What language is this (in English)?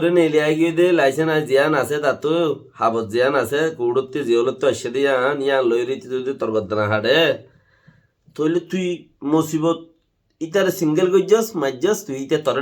Rohingya